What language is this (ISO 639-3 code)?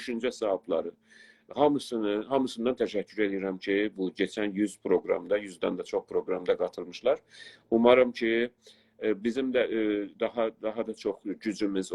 azb